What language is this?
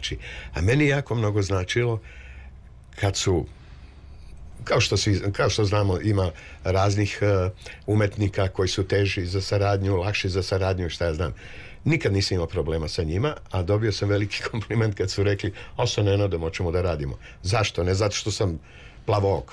Serbian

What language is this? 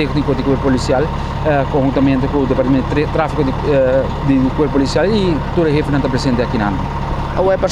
Papiamento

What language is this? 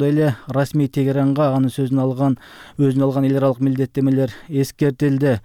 Kyrgyz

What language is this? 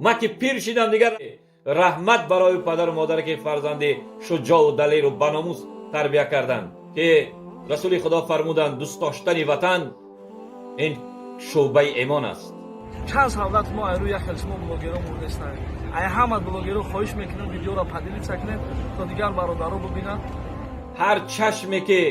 Tajik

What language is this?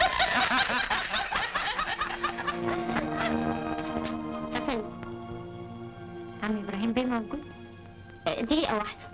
Egyptian Arabic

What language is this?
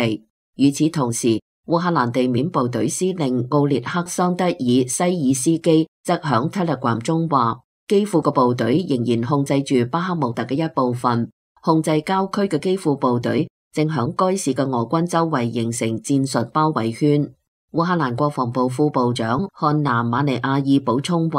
Cantonese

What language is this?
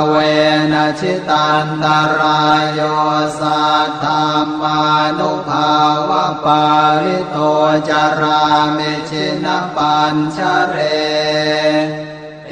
Pali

